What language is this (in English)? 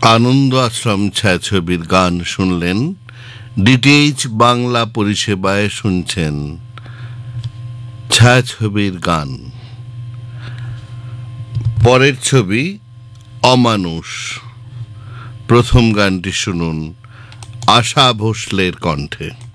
Bangla